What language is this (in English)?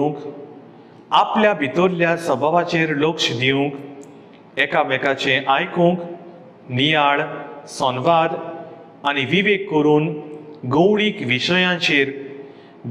Konkani